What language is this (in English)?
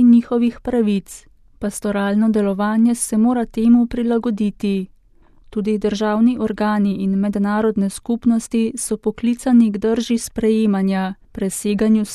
Slovenian